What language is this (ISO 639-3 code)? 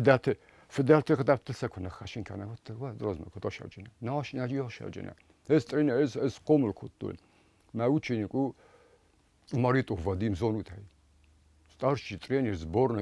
oss